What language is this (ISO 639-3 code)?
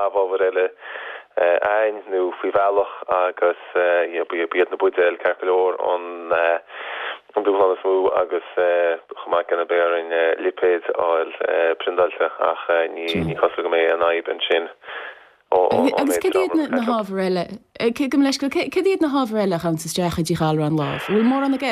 gle